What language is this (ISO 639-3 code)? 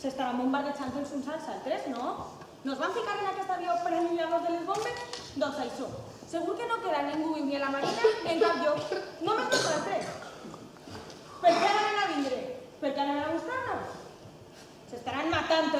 cat